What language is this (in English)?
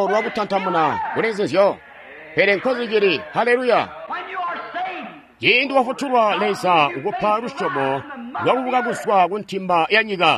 Tonga (Zambia)